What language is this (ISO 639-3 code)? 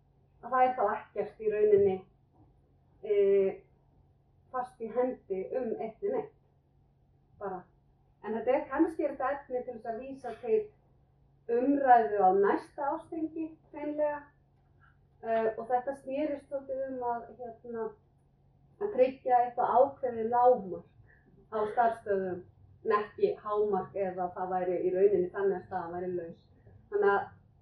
isl